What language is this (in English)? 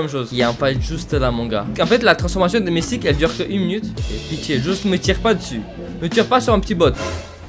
French